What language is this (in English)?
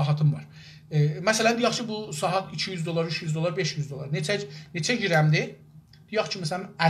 South Azerbaijani